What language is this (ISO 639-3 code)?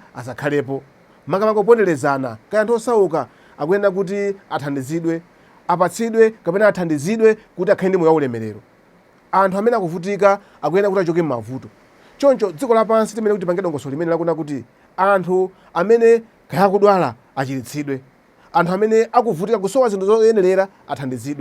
nya